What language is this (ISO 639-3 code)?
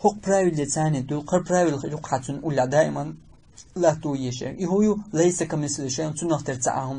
che